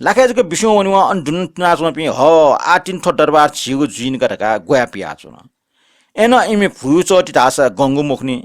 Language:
Newari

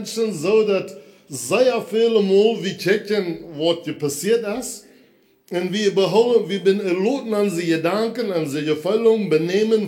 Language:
Plautdietsch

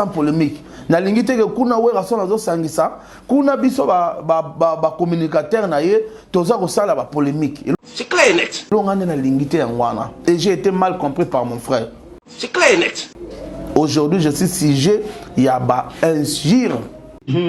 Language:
Lingala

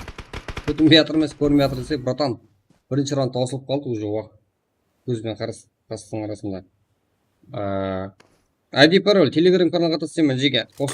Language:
Kara-Kalpak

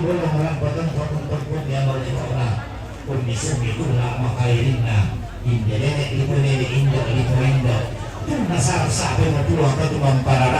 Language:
Toraja-Sa'dan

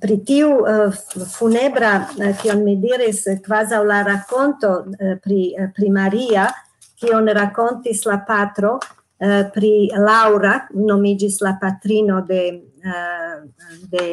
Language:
Esperanto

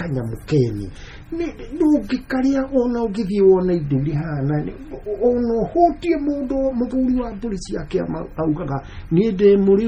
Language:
Kikuyu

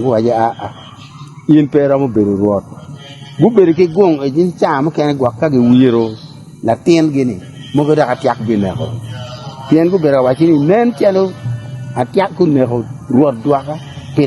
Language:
Acoli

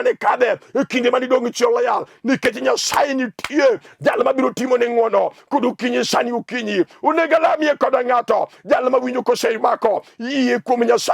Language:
Luo (Kenya and Tanzania)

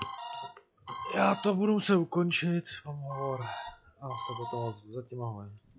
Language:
Czech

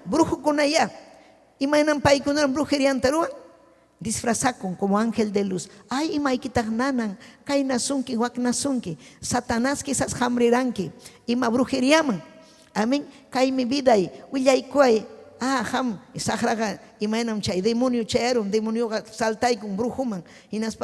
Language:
Ayacucho Quechua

